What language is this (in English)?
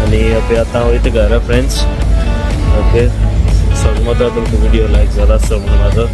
Konkani